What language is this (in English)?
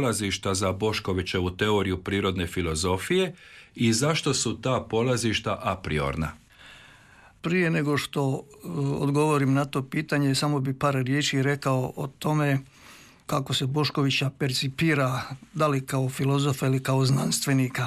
Croatian